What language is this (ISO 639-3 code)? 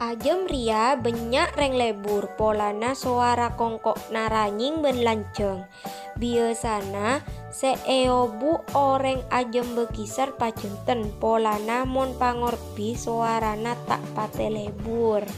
mad